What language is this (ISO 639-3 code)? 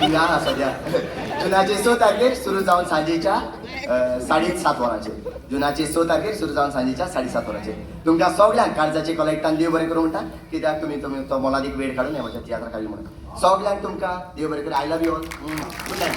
kok